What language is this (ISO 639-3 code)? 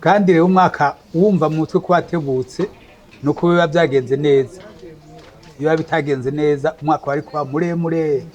run